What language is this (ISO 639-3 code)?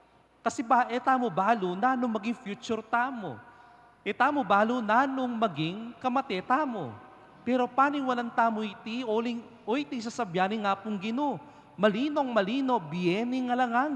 pam